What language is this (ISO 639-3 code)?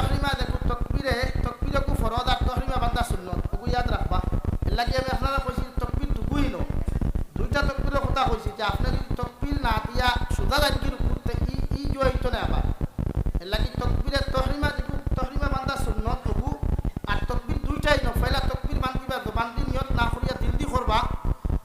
syl